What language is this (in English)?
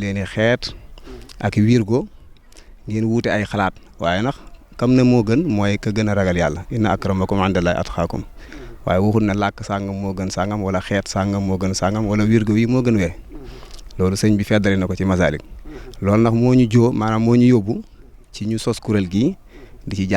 Wolof